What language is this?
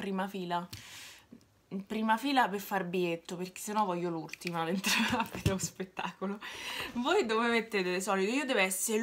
Italian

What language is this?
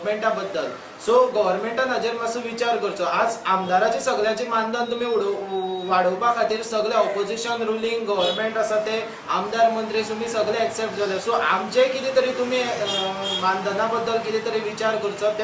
Konkani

